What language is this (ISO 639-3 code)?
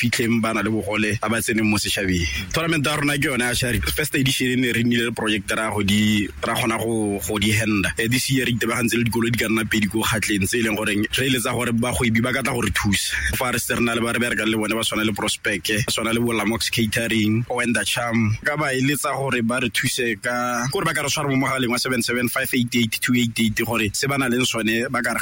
tsn